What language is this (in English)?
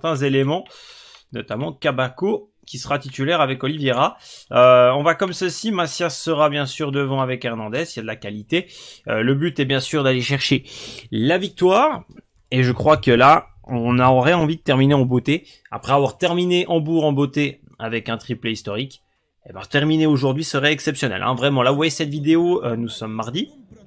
French